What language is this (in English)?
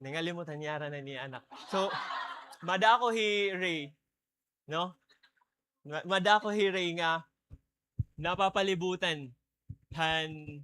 Waray